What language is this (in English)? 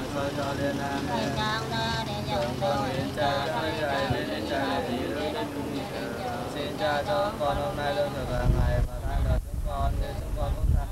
Vietnamese